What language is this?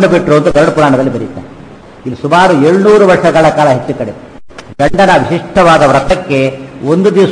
Kannada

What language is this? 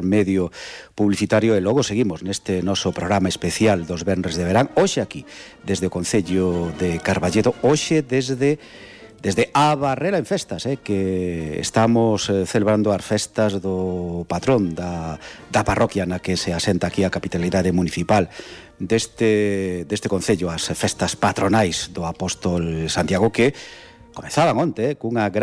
Galician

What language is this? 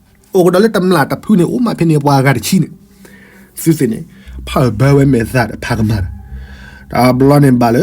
S'gaw Karen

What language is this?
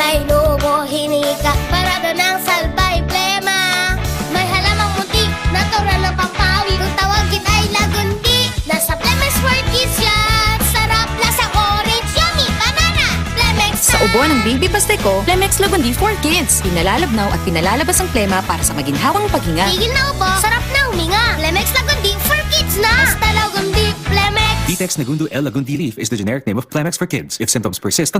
Bikol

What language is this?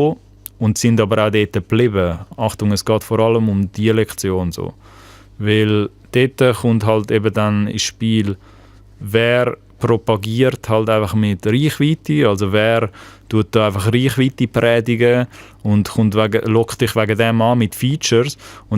Swiss German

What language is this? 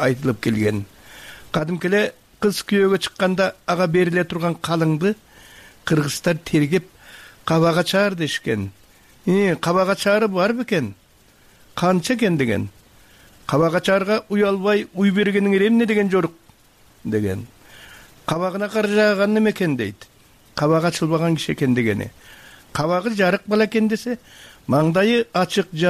Kyrgyz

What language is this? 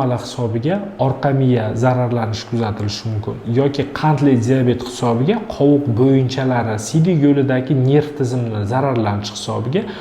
Uzbek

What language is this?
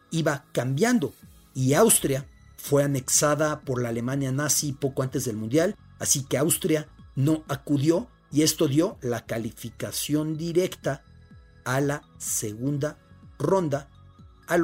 Spanish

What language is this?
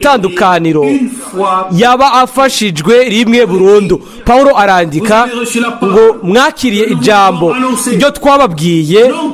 Rundi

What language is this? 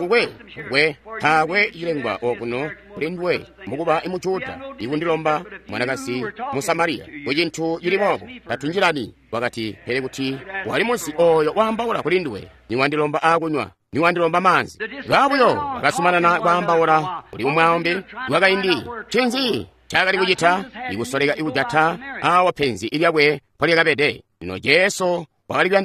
Tonga (Zambia)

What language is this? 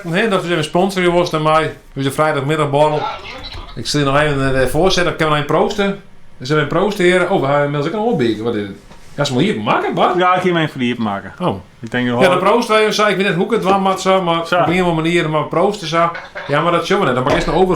Western Frisian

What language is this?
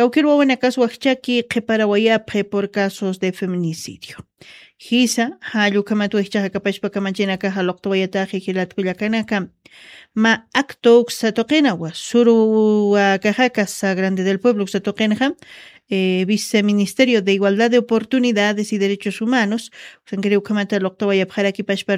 Aymara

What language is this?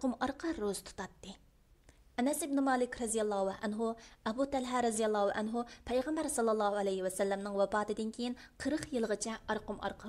Uyghur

